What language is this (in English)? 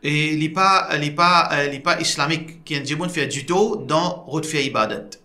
Morisyen